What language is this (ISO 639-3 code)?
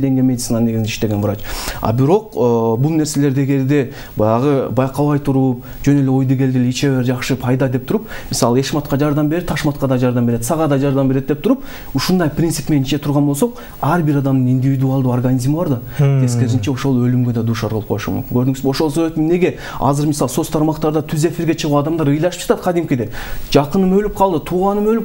kir